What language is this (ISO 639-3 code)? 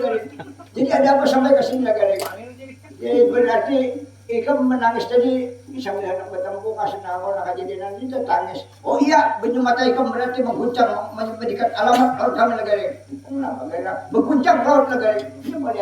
bjn